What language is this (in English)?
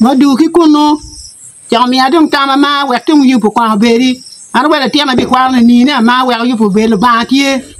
Acoli